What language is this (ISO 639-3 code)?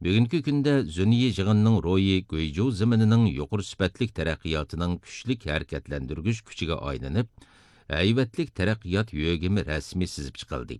uig